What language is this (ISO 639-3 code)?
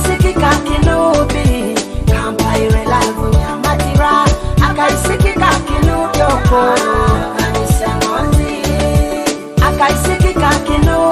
nyo